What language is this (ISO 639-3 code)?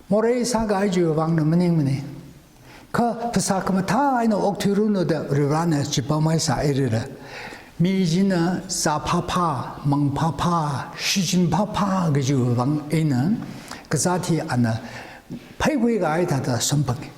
nmf